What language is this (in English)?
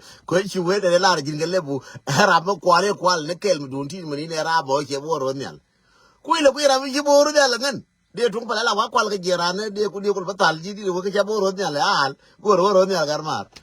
Nuer